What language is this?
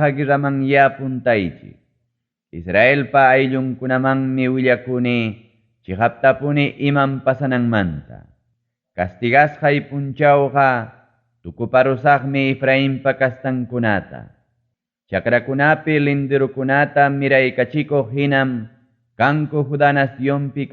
Ayacucho Quechua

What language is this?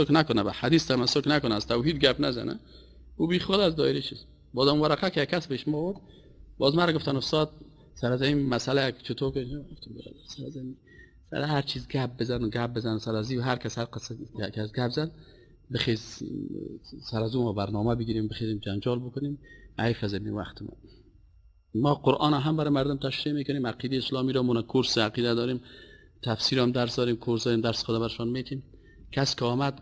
Persian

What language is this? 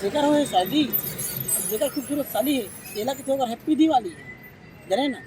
Chhattisgarhi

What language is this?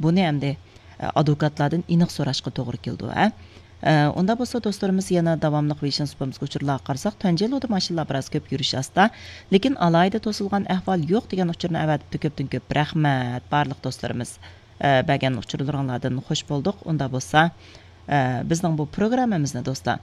Uyghur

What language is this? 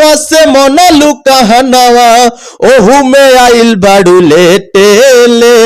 Bhojpuri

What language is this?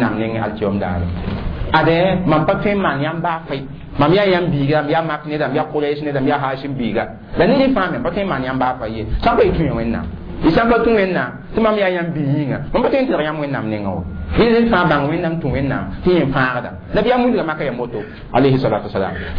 Mossi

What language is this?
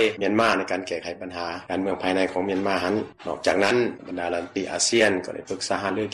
Lao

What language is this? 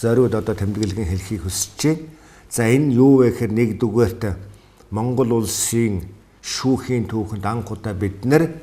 Mongolian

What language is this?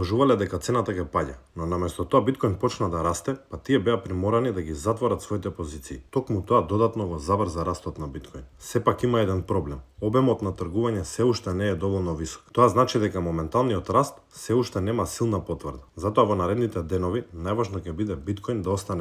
Macedonian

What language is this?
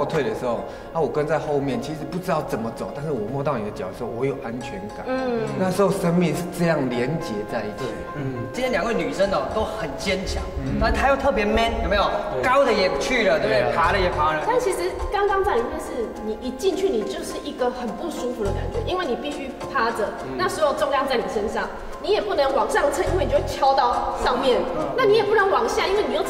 Chinese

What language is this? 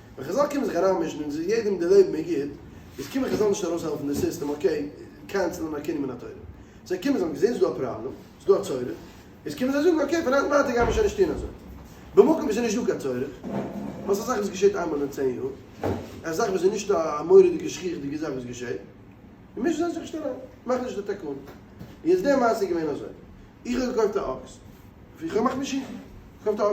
Yiddish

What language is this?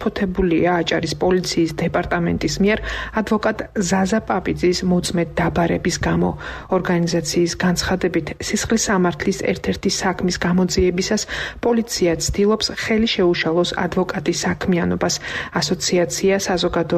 Georgian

